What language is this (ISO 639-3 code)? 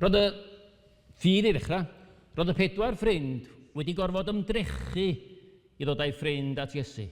cym